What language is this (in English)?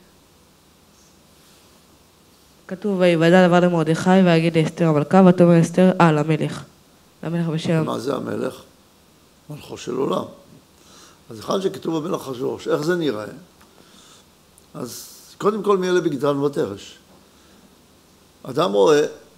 Hebrew